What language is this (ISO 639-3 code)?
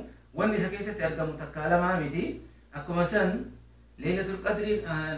orm